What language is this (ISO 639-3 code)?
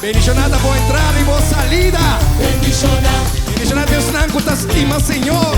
pap